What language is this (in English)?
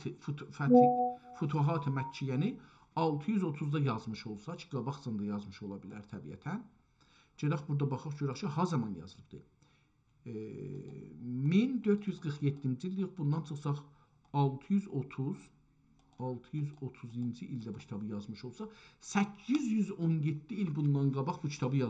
South Azerbaijani